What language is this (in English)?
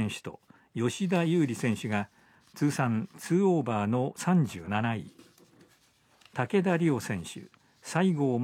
Japanese